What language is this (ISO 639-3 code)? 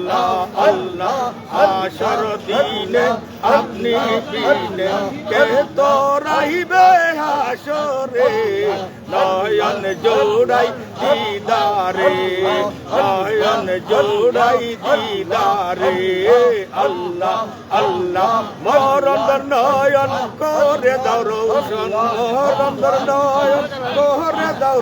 syl